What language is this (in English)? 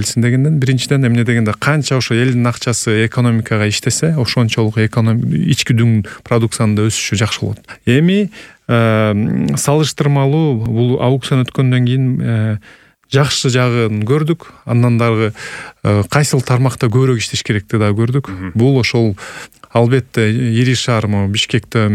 Kyrgyz